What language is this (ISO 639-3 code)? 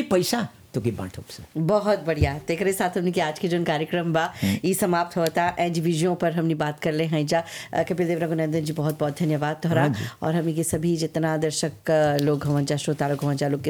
bho